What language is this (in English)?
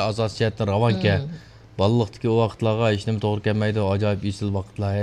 Uyghur